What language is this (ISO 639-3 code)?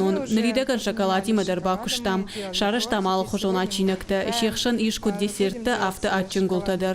oss